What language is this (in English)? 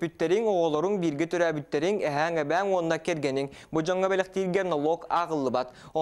Yakut